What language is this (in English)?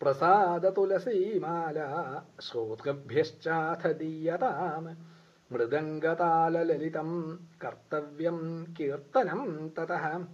Sanskrit